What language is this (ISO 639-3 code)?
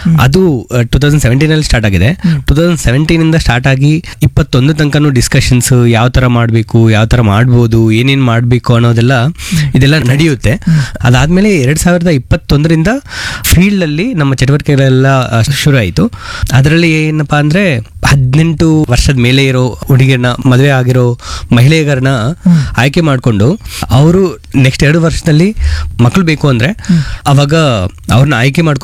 kan